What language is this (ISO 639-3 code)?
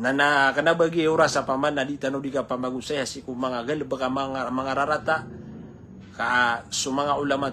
mrw